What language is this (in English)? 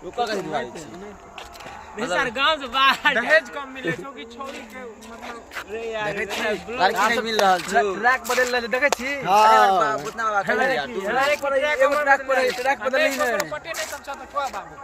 Maithili